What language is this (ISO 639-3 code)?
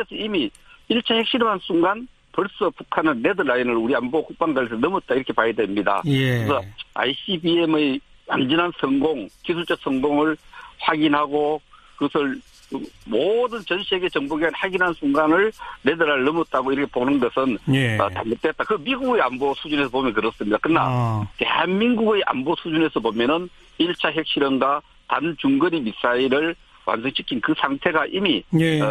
kor